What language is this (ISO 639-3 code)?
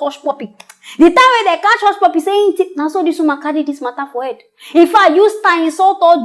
pcm